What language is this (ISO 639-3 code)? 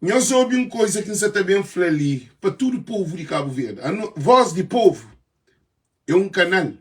kea